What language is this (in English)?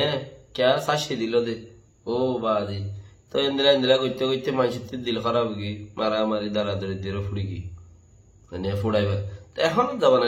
Rohingya